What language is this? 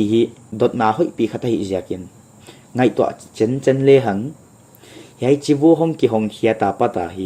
Paite Chin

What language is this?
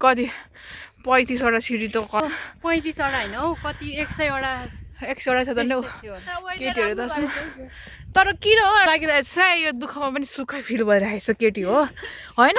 Nepali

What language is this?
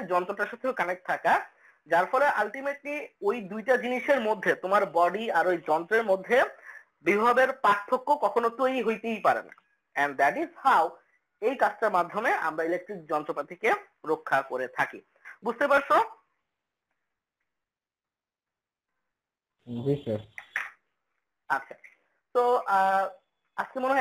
Bangla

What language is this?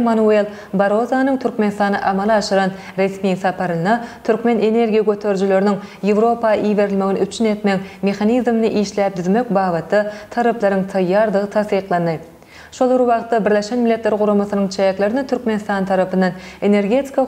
Turkmen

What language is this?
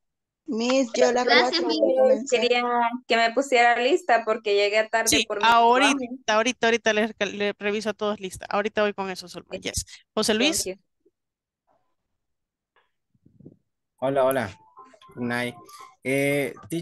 Spanish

